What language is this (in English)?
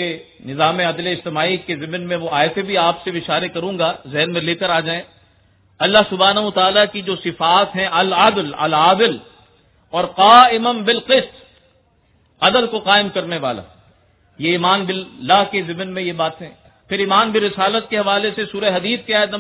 Urdu